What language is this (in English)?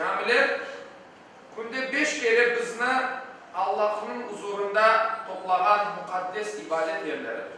Crimean Tatar